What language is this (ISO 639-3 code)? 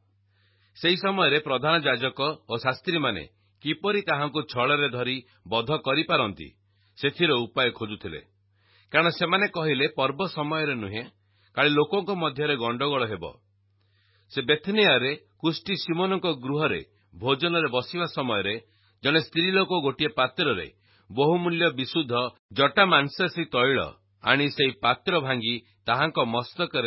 ori